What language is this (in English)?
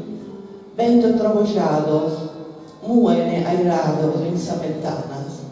Sardinian